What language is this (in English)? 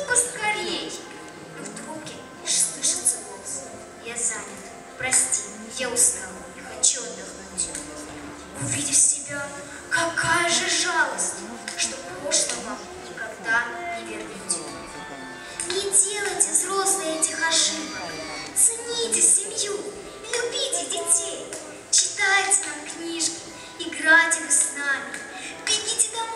Russian